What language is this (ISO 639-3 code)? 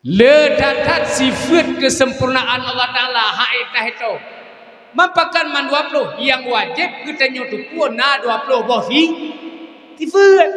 ace